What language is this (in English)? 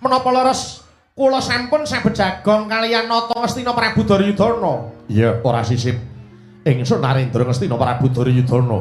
Javanese